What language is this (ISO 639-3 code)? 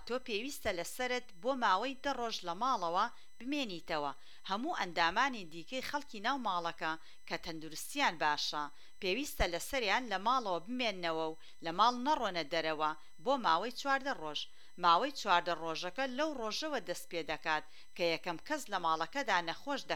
ckb